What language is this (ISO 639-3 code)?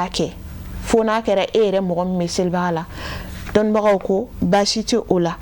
bam